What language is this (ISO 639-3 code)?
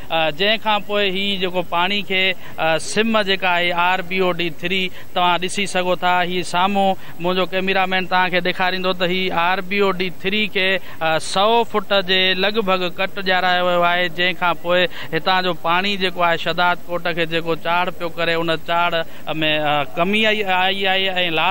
snd